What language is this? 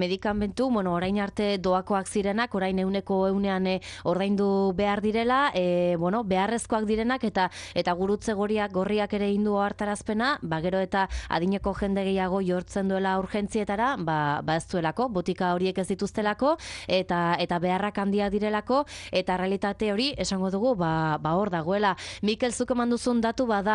Basque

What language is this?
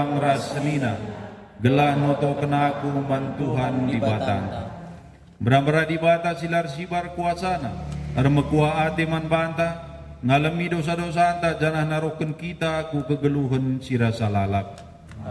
Batak Karo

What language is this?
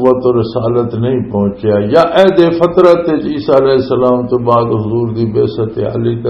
Western Panjabi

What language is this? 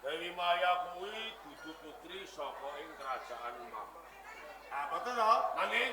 Javanese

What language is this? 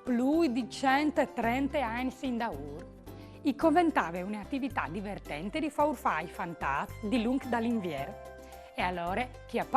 Friulian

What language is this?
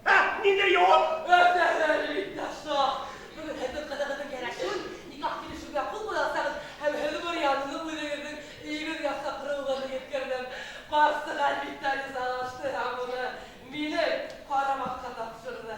Bashkir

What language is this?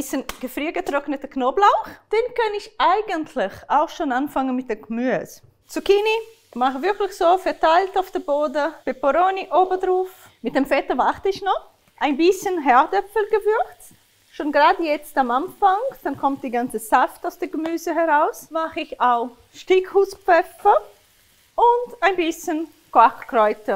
Swiss German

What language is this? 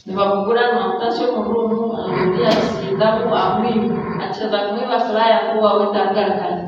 Nyankole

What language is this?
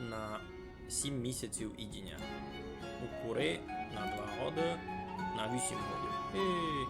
Rusyn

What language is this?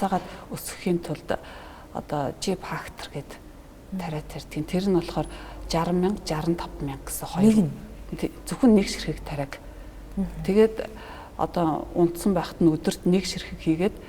Mongolian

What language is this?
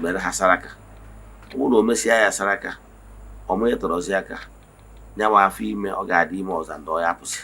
Igbo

